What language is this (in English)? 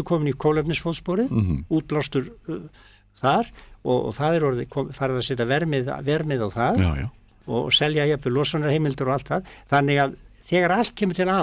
Icelandic